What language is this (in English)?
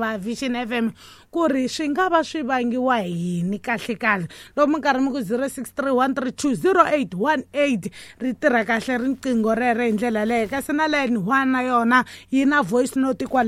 Tsonga